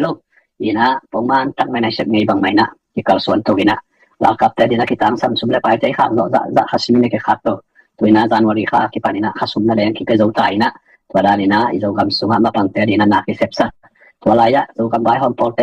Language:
Tedim Chin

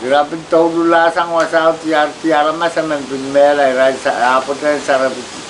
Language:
Pohnpeian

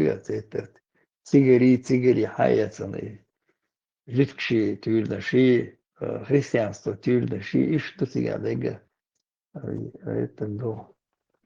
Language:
Chechen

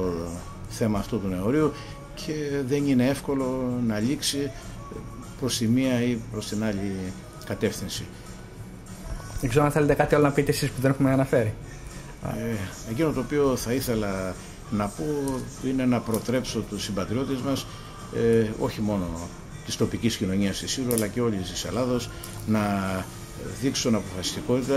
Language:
Greek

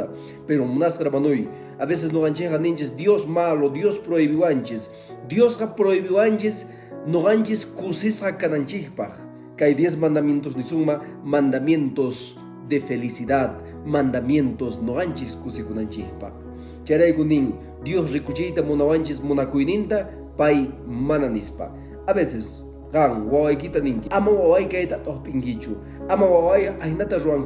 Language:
Quechua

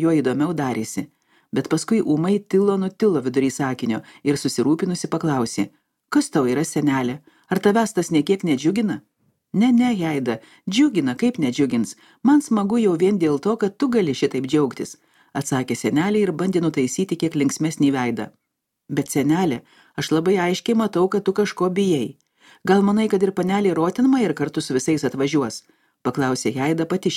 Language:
Lithuanian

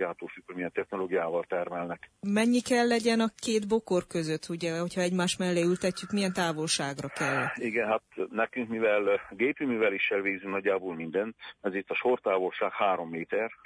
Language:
Hungarian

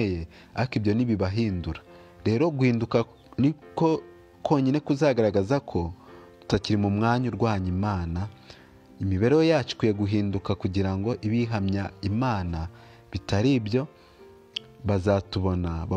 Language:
Kinyarwanda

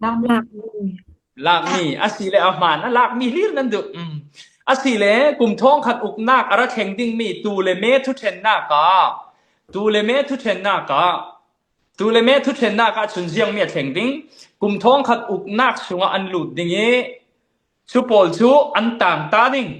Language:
Falam Chin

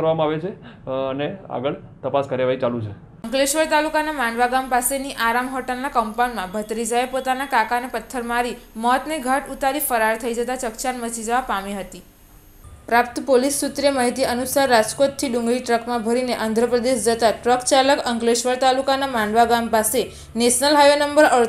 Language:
Gujarati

